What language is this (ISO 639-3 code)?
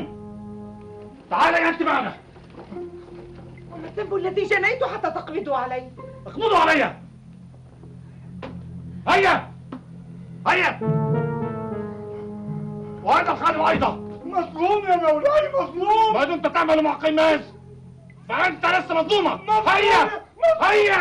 ara